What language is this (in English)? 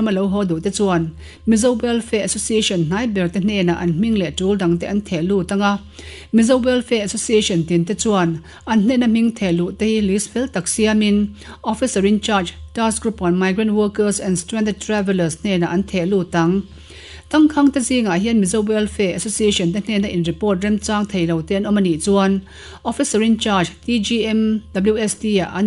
Mizo